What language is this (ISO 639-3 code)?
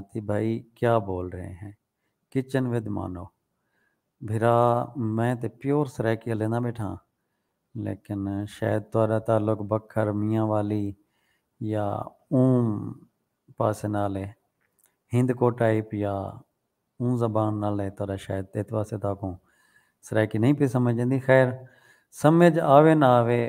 skr